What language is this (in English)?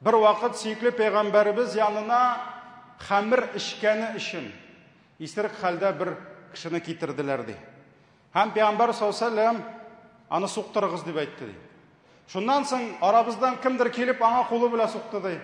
Tatar